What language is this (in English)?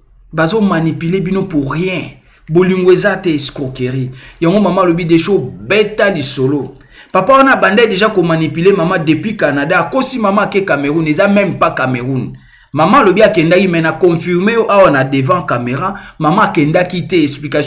Lingala